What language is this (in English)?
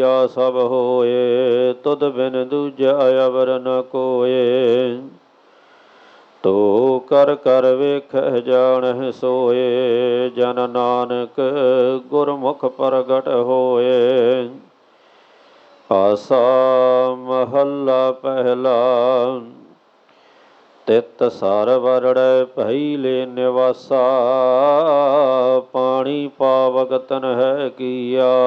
Punjabi